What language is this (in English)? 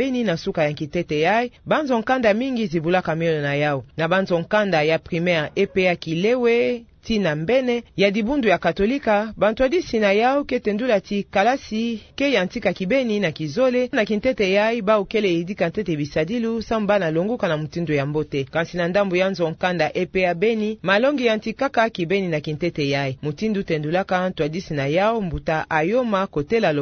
Kituba (Democratic Republic of Congo)